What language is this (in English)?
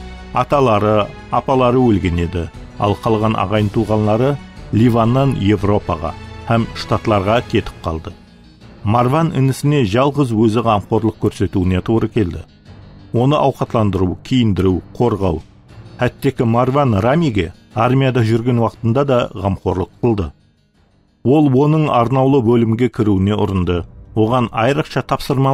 Kara-Kalpak